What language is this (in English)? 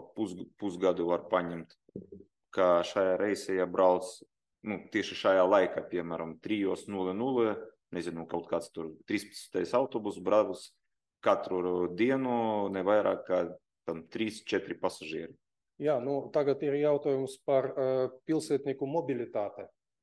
Latvian